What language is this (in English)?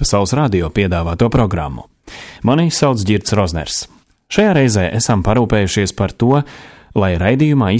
Latvian